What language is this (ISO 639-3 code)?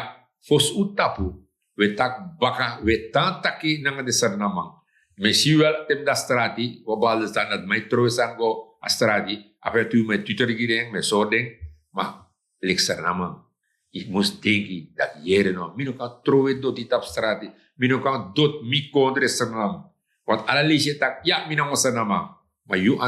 srn